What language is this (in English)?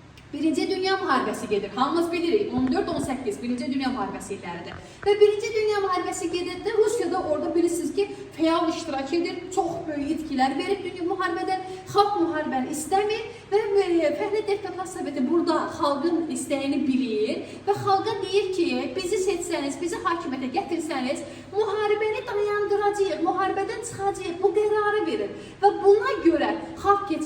Azerbaijani